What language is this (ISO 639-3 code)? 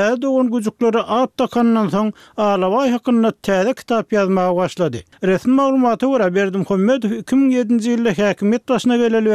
tuk